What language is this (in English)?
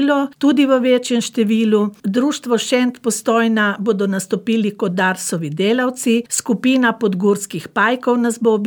Slovenian